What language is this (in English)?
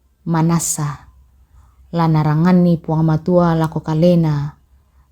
Toraja-Sa'dan